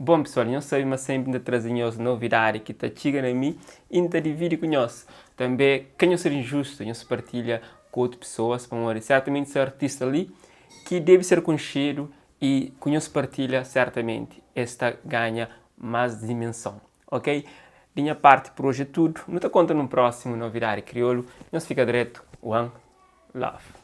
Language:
Kabuverdianu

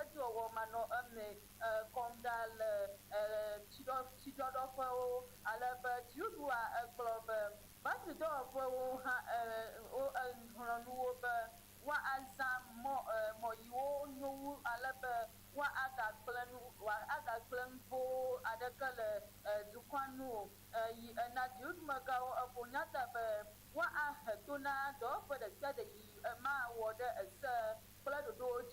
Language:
Ewe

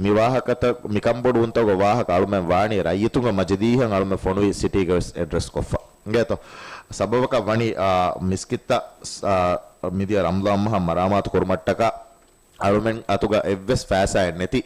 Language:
Divehi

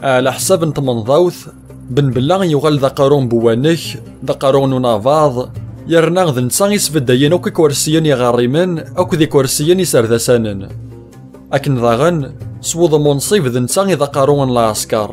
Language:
Kabyle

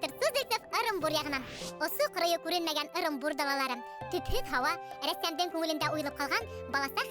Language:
Bashkir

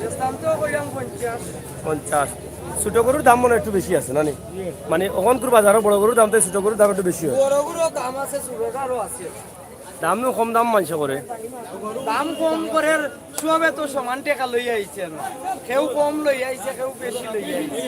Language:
Sylheti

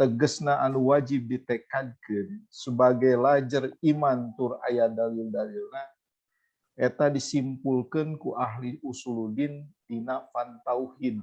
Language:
Sundanese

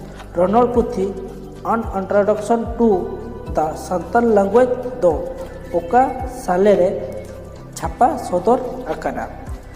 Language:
Santali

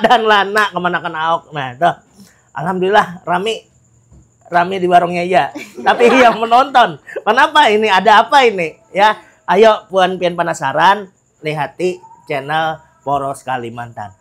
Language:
Banjar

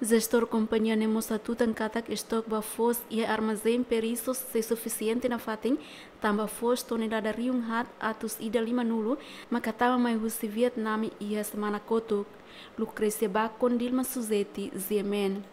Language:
Tetum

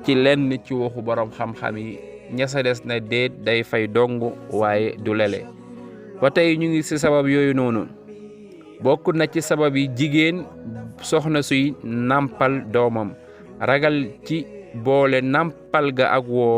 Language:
Wolof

